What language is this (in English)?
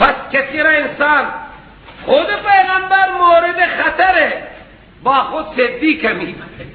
Persian